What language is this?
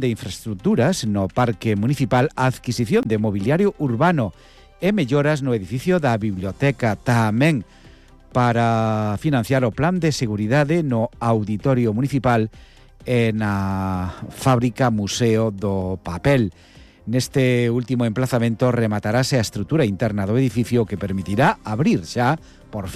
Galician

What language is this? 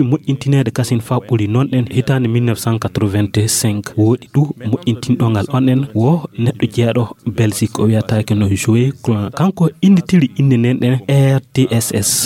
Fula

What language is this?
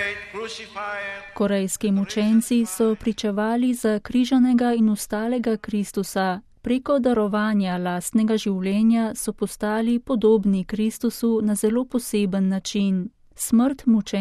Slovenian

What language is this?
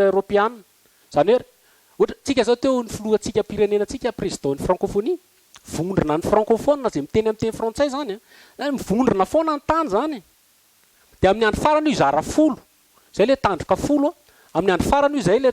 Malagasy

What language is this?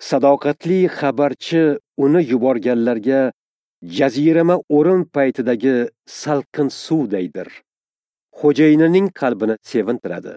Uzbek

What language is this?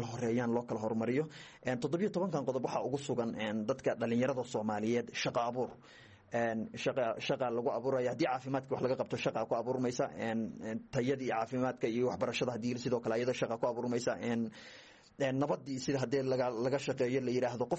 Somali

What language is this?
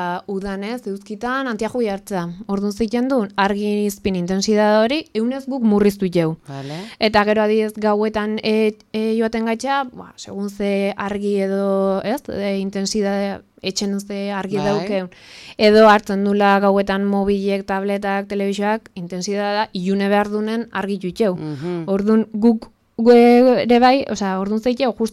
Basque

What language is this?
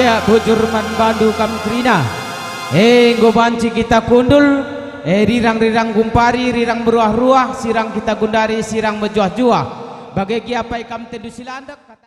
Batak Karo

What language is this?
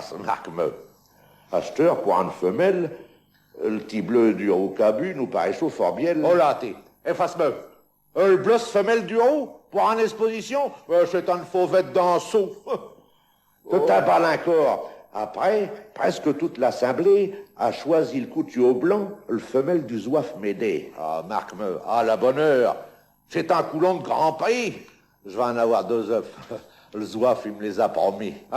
Picard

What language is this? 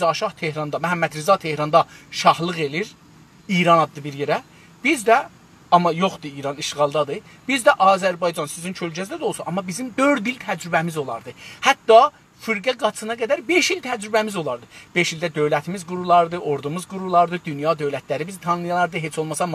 South Azerbaijani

